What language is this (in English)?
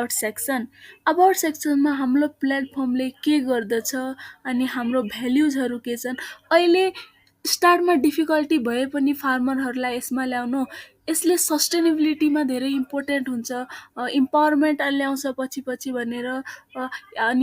Nepali